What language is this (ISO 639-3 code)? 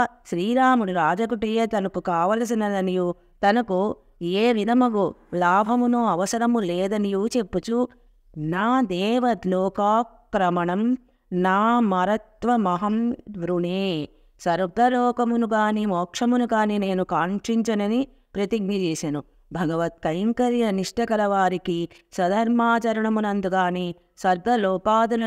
tel